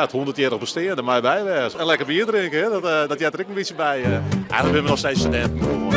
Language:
Western Frisian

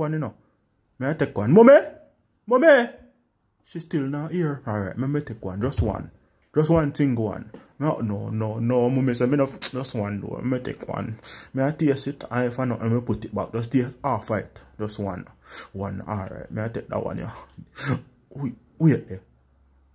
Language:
Jamaican Creole English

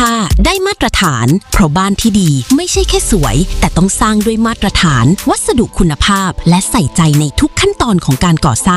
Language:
Thai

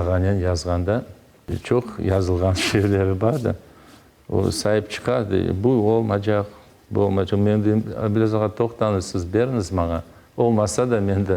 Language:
Crimean Tatar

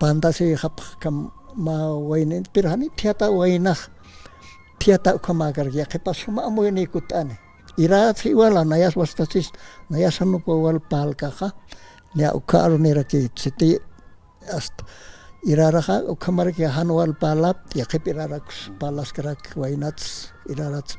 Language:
Aymara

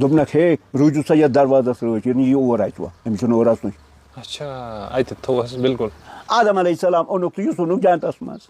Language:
Kashmiri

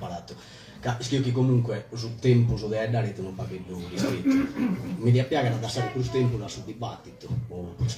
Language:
Sardinian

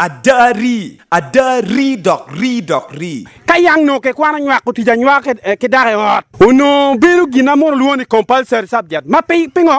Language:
Acoli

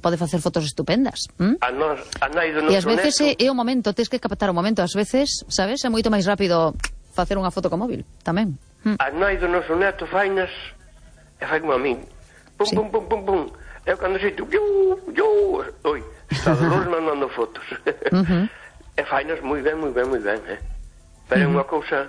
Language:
Galician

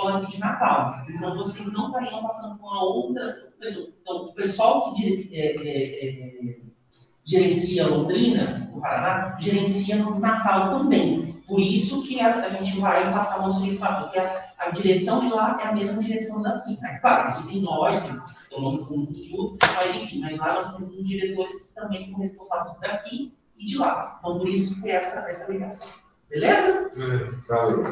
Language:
Portuguese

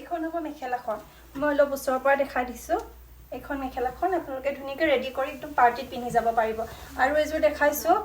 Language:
Assamese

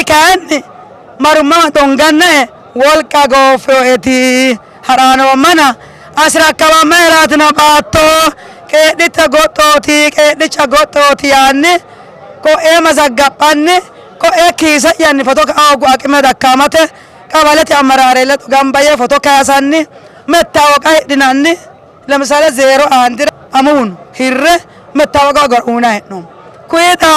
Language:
Sidamo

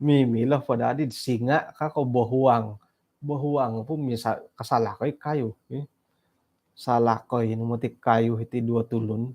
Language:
Central Dusun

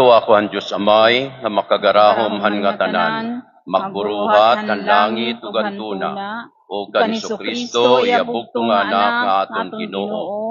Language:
Waray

